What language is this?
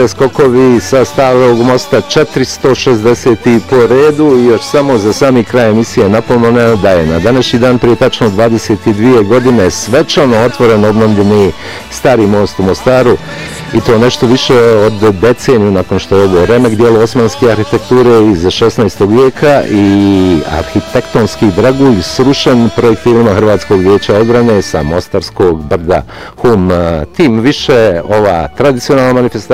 Bosnian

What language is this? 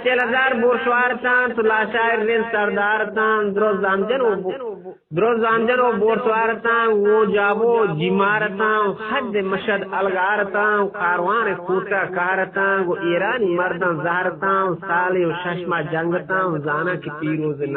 Eastern Balochi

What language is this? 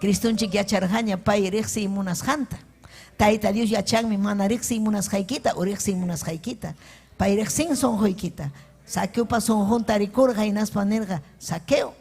Ayacucho Quechua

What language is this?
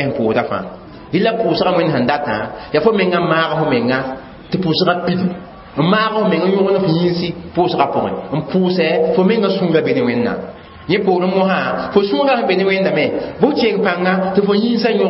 Mossi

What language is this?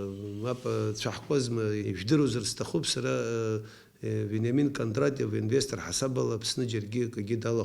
Abkhazian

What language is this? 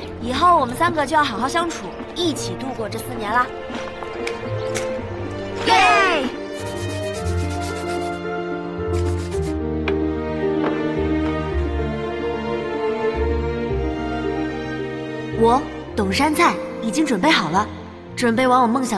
Chinese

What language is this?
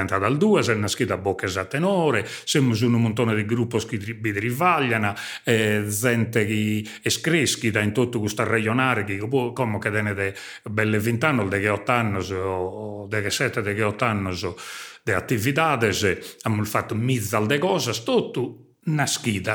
Sardinian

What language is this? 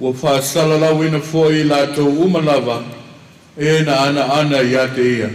Samoan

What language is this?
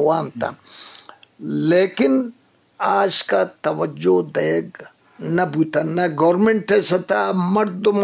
Eastern Balochi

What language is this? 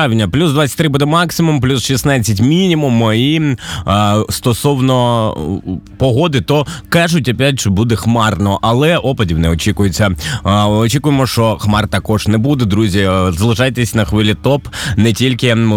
Ukrainian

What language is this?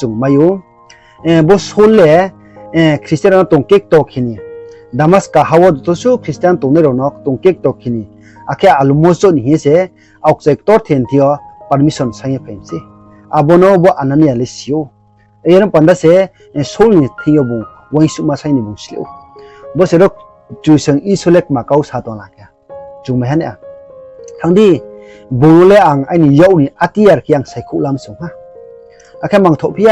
Riang (India)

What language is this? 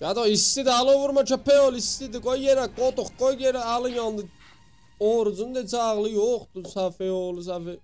South Azerbaijani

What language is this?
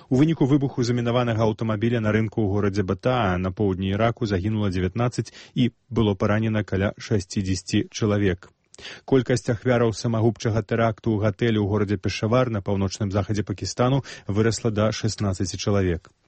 Belarusian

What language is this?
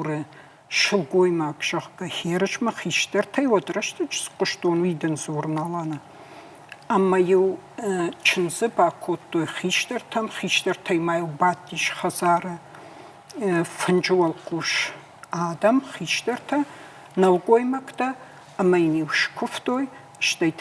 Ossetic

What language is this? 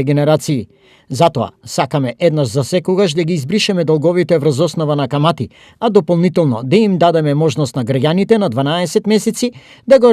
Macedonian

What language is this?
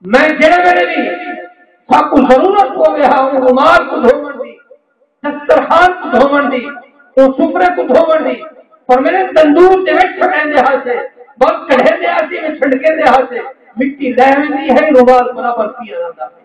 Saraiki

